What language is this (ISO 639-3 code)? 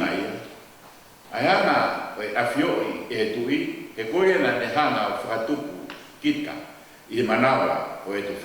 ton